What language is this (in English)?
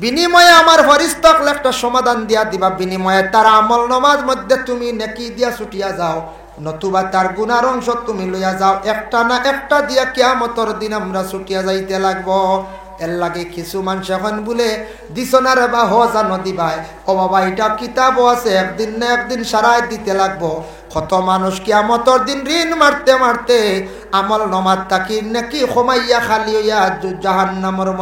Sylheti